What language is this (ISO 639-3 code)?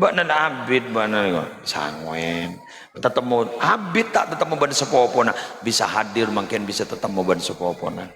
mad